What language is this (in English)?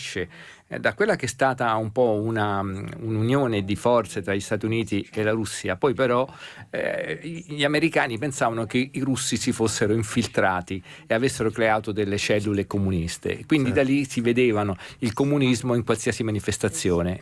Italian